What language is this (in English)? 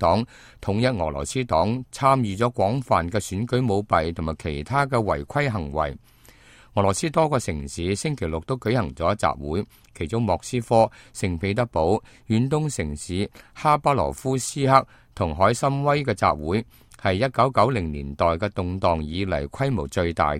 Cantonese